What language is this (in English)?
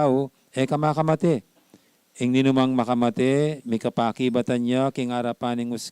Pampanga